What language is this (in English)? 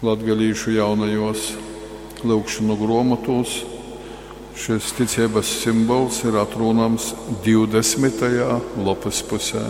Latgalian